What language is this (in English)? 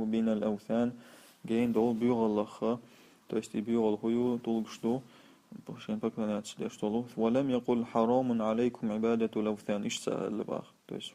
Chechen